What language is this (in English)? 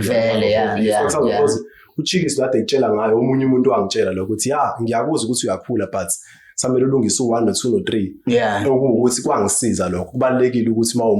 Zulu